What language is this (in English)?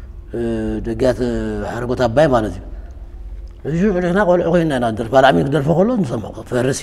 Tigrinya